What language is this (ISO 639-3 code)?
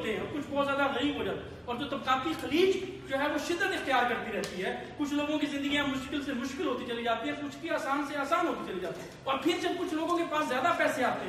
urd